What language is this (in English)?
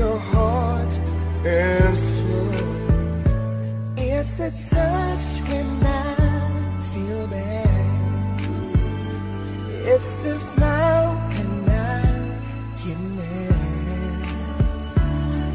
English